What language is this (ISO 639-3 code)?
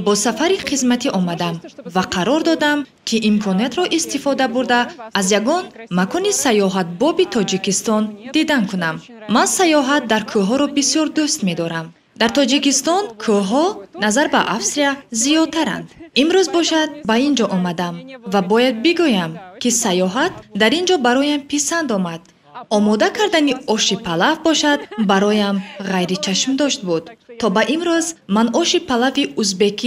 tgk